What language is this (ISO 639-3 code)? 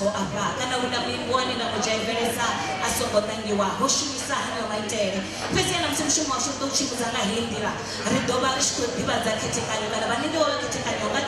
ven